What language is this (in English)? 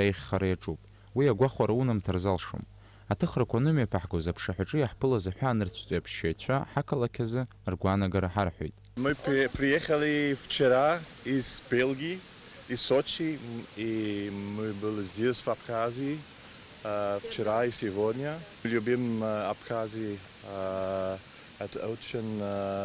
Abkhazian